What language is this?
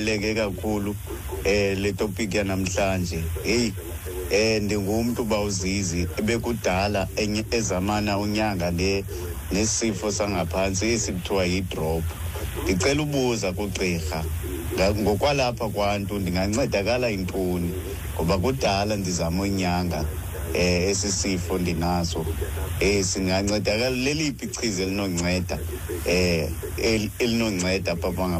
Xhosa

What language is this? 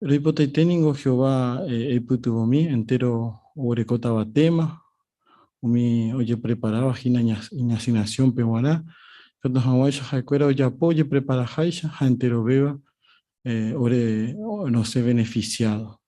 Guarani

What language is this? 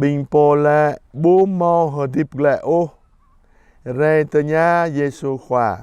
Jarai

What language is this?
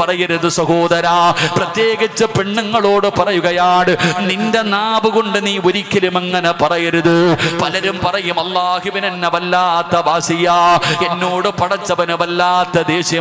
Malayalam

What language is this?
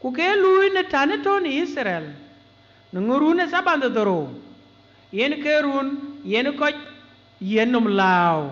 Dinka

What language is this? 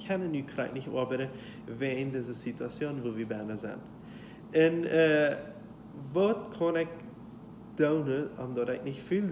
Plautdietsch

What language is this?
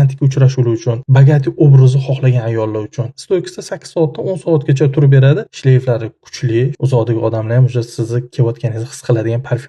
Uzbek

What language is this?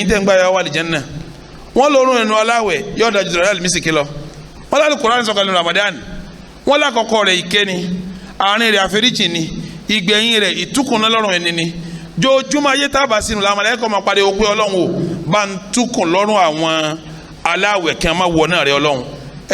Yoruba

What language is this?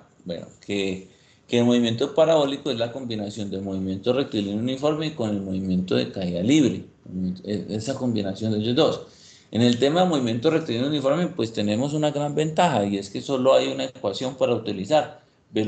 Spanish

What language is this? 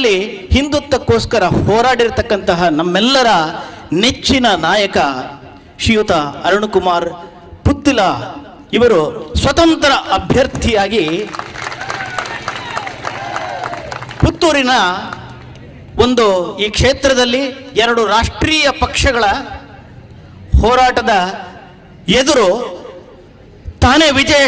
Kannada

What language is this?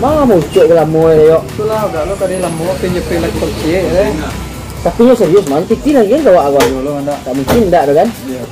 Minangkabau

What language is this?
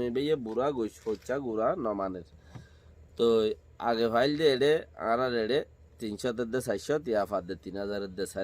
Rohingya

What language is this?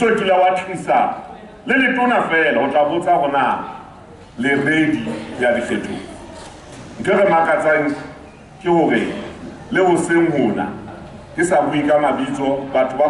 Southern Sotho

